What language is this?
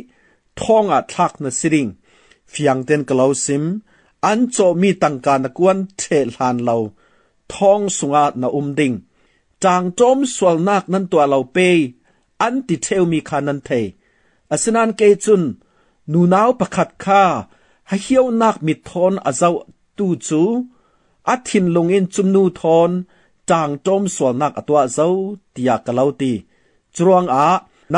Falam Chin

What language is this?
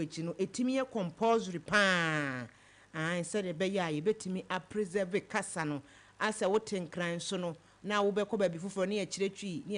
Akan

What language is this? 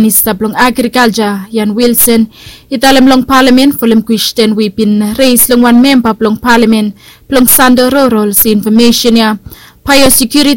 Bislama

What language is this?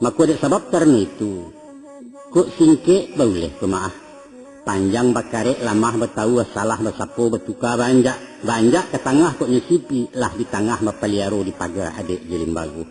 Minangkabau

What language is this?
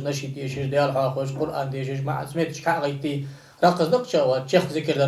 Ingush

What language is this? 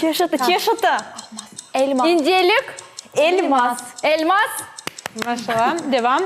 Crimean Tatar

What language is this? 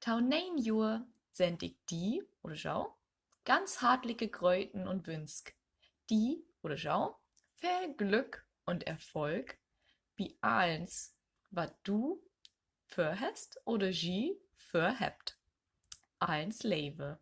Low German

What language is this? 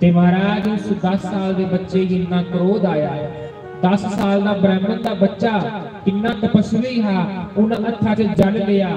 Dogri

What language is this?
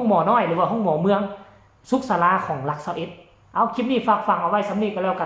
Northeastern Thai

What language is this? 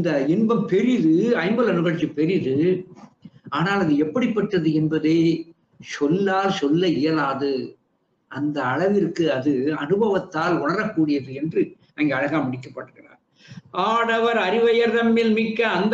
Tamil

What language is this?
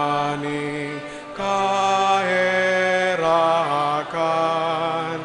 Bikol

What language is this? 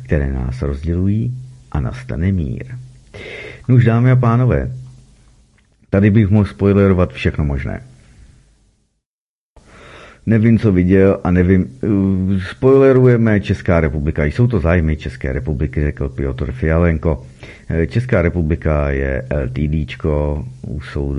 Czech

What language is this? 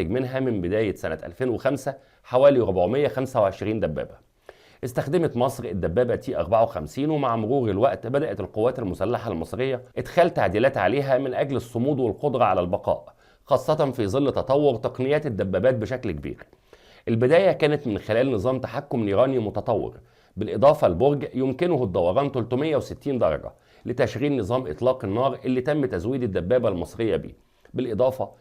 Egyptian Arabic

